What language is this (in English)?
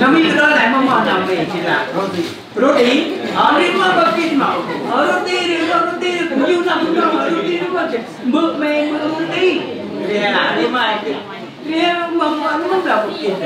Central Mnong